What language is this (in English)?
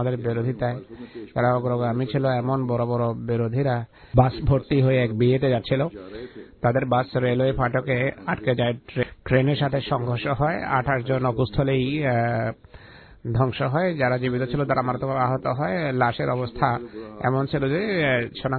Bangla